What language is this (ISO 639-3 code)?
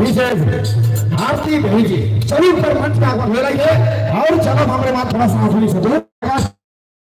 sck